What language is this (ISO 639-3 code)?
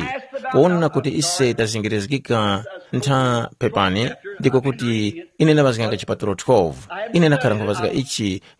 tum